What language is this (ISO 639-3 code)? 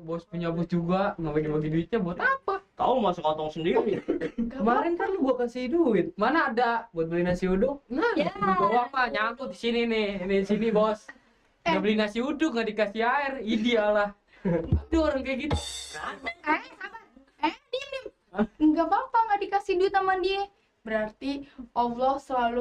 bew